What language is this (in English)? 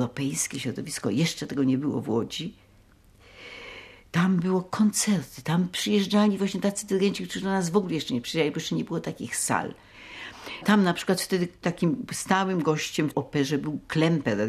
Polish